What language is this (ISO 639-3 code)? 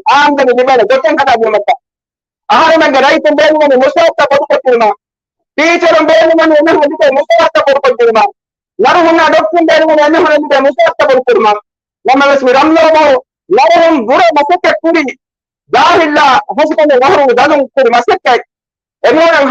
div